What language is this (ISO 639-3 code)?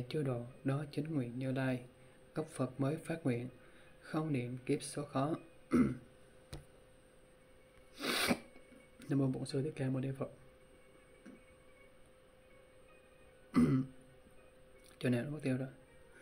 vie